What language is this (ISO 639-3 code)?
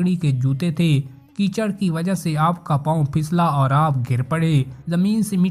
urd